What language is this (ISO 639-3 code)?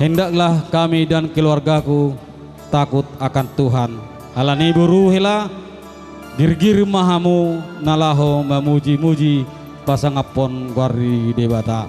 bbc